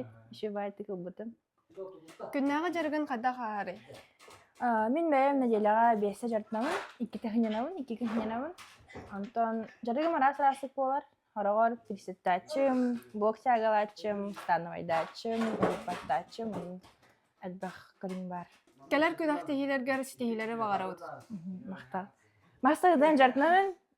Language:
Yakut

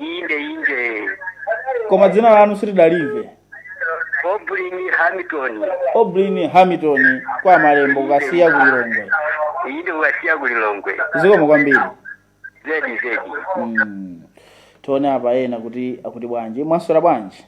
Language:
Nyanja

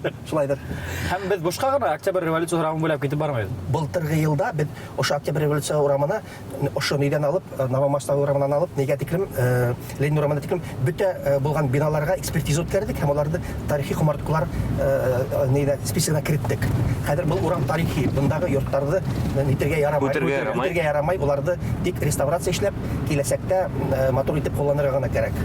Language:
Bashkir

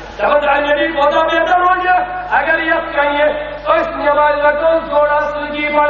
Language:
Kashmiri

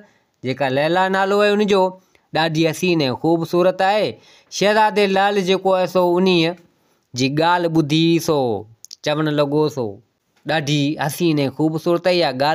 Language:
Sindhi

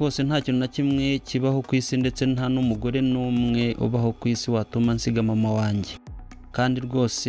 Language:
Kinyarwanda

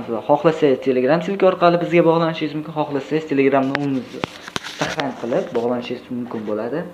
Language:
Uzbek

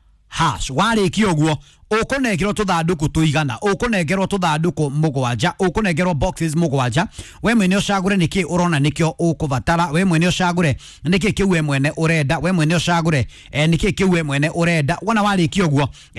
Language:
Kikuyu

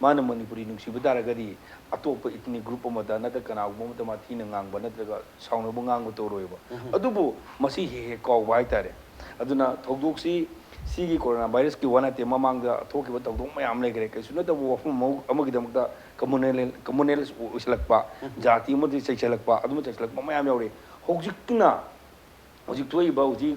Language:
Manipuri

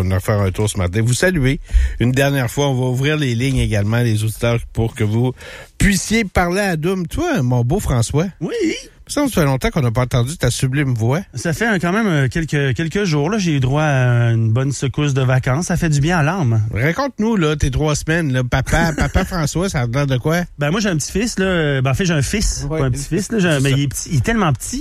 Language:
French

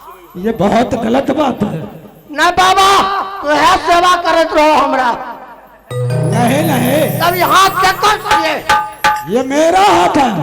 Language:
Maithili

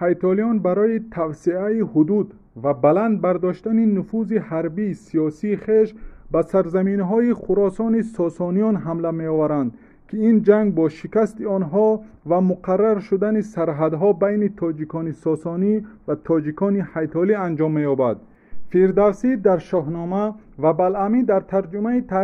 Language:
Tajik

